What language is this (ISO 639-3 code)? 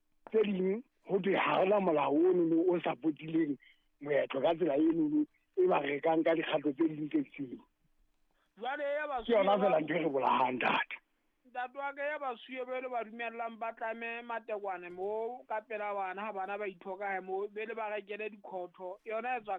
sot